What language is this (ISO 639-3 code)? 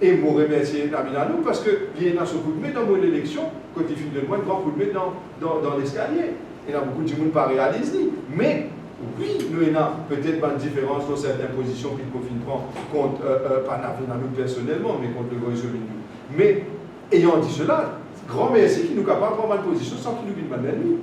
mfe